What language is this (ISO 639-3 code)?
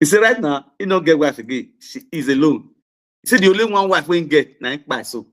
pcm